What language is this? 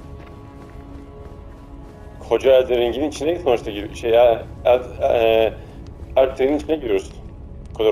Turkish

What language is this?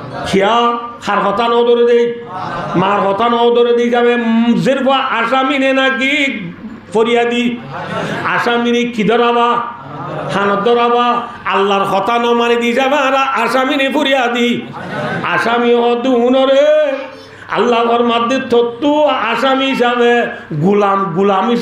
Rohingya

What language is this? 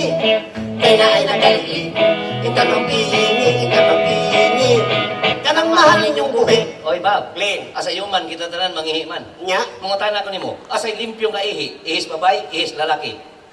Cebuano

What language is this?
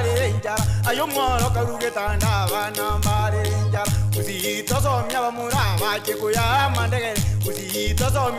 Gusii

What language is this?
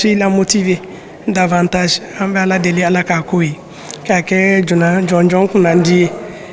Bambara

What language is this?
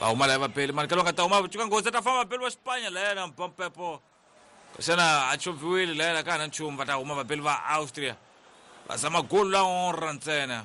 Tsonga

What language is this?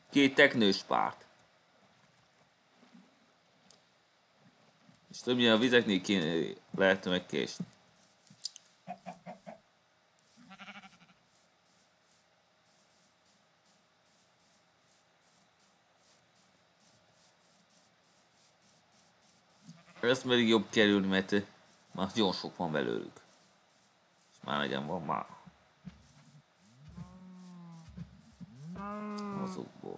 Hungarian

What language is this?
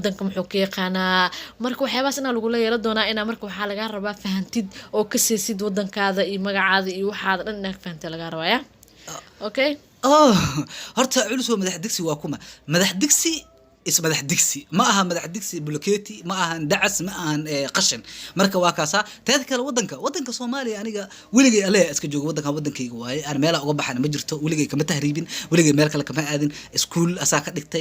Somali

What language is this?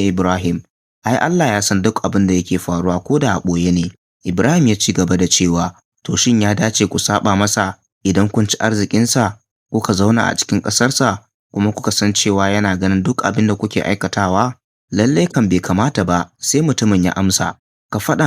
Hausa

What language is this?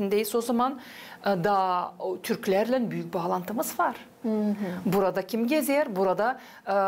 Gagauz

